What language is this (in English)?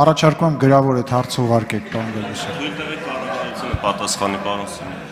Armenian